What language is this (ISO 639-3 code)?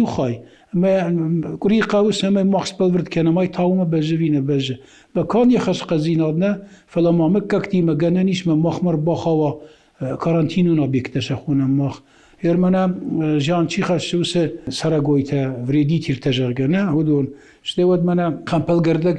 oss